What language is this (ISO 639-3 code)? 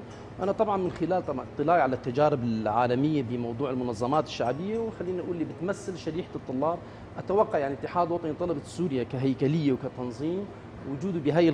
apc